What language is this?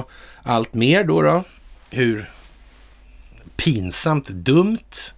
Swedish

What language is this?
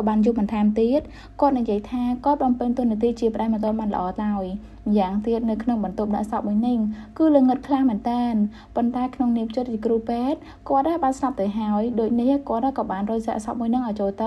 Khmer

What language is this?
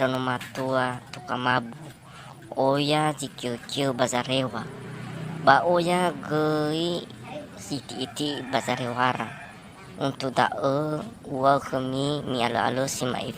Nias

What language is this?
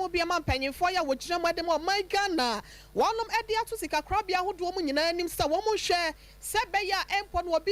Akan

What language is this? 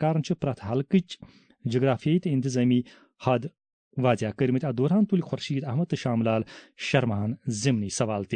Kashmiri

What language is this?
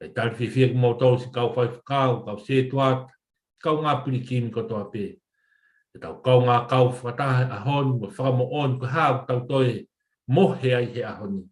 Tongan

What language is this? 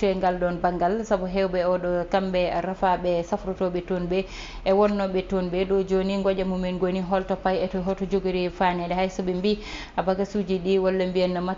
Fula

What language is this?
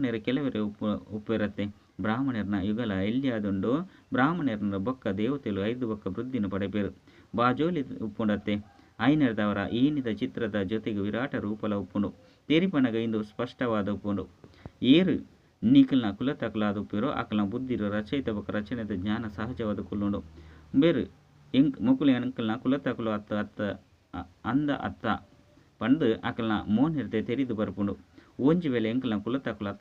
Tulu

